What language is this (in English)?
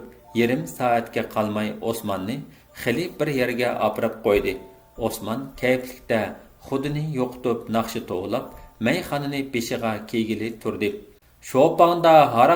Uyghur